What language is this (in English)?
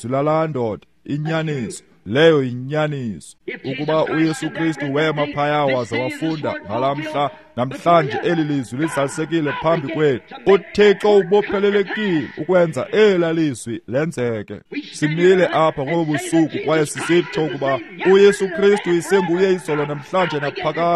Xhosa